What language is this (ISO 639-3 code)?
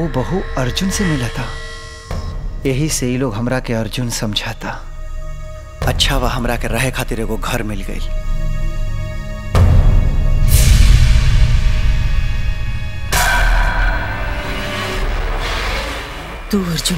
bho